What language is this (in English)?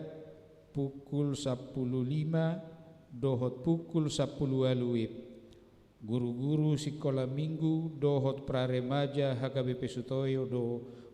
Batak Toba